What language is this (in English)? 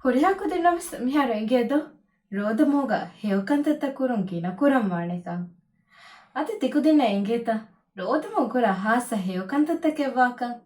Divehi